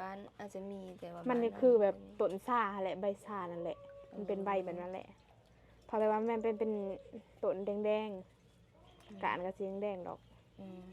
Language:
Lao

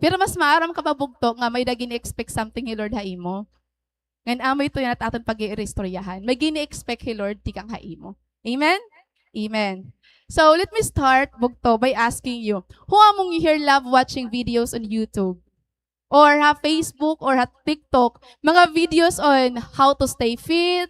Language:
Waray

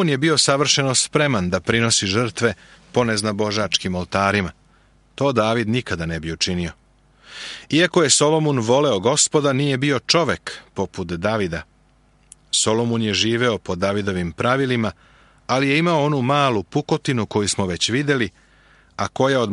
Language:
Serbian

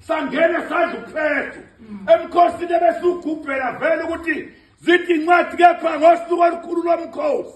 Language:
Zulu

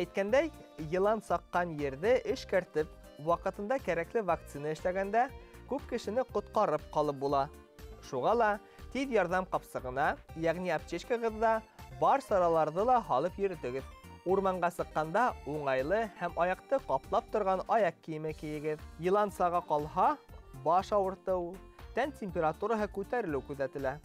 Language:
Bashkir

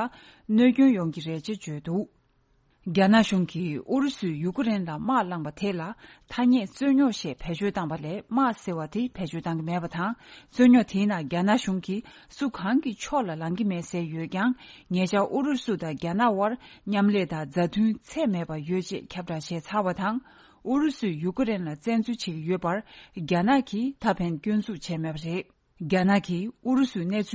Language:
Tibetan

